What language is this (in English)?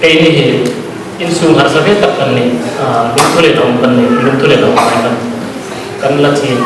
Hmar